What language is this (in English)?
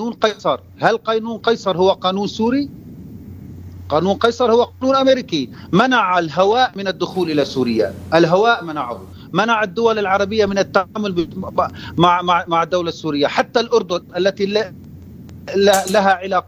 Arabic